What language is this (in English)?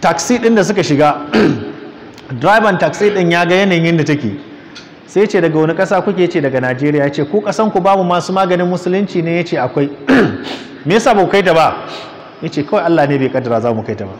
Hausa